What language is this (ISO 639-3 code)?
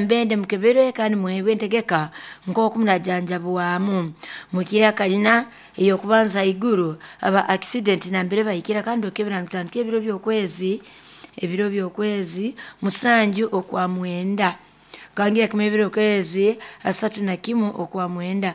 nyo